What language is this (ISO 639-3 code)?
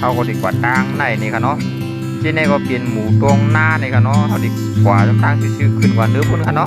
shn